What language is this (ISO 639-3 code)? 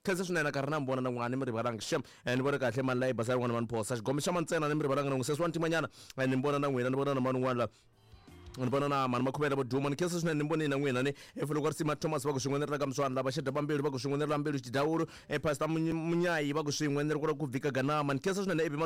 tso